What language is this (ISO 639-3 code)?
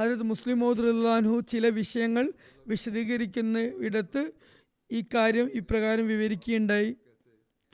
mal